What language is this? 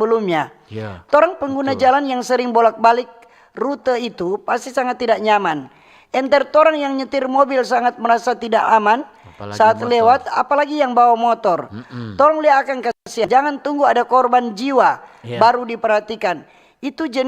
Manado Malay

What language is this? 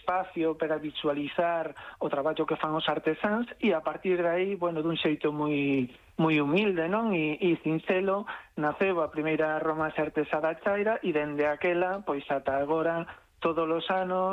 Galician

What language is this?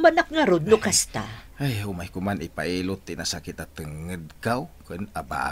Iloko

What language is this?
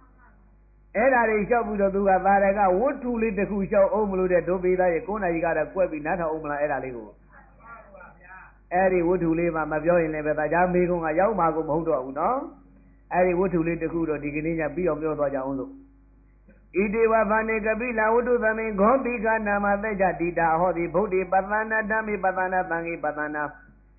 Burmese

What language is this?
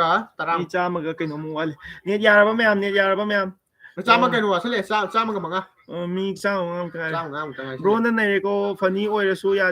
Manipuri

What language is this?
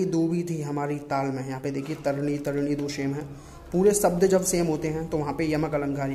Hindi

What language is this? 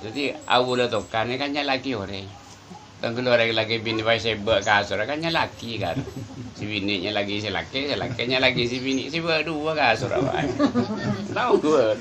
Madurese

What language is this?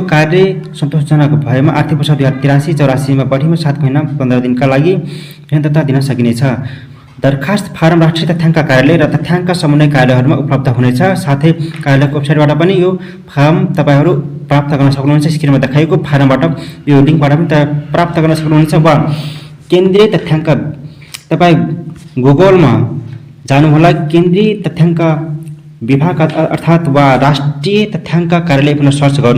Nepali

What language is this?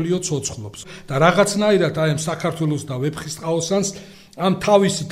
Georgian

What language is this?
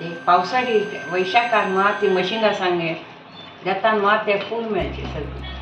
Konkani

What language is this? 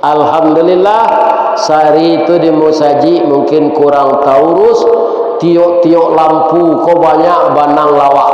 Minangkabau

